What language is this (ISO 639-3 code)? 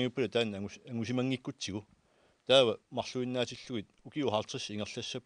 kal